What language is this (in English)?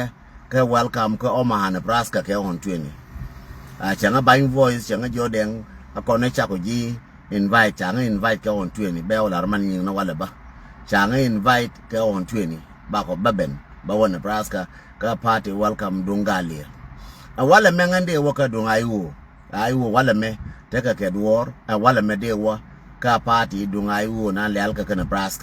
Nuer